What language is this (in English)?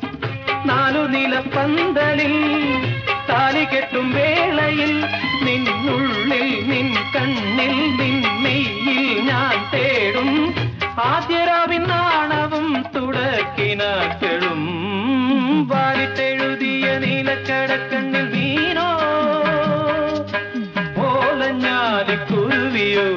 Malayalam